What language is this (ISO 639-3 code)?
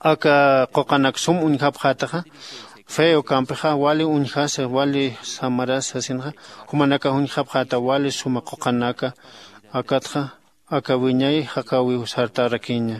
aym